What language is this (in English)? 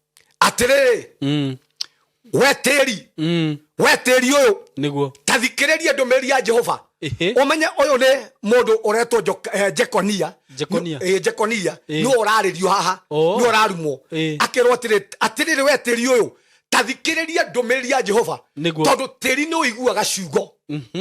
Kikuyu